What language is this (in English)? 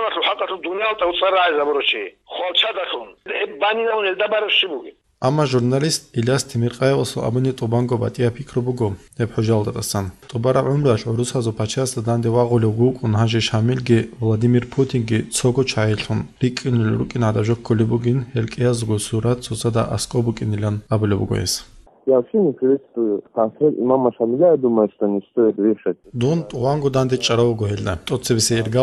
Avaric